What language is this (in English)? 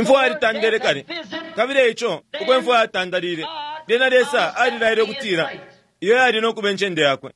Bemba